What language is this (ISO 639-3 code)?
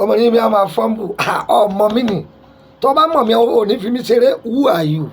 yor